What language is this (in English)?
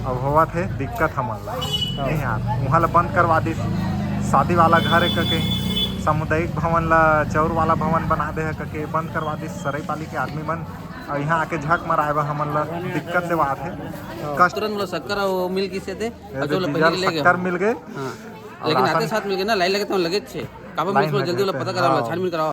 Chhattisgarhi